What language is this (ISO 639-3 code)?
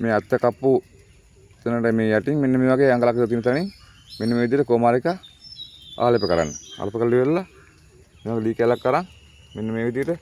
sin